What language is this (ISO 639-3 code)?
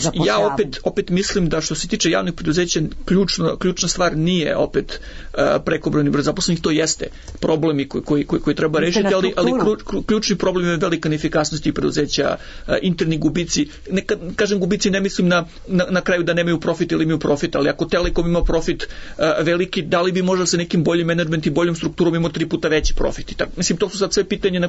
srp